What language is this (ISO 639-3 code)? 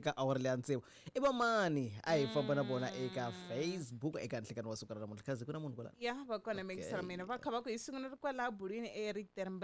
tso